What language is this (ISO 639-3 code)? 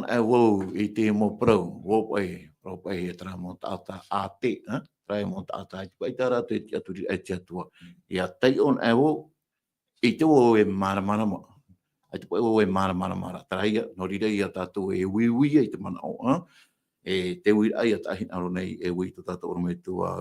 tah